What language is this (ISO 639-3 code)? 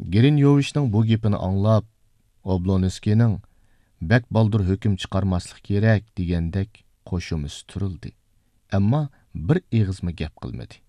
uig